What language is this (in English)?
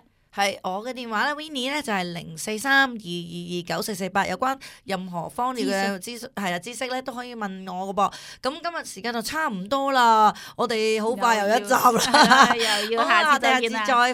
Cantonese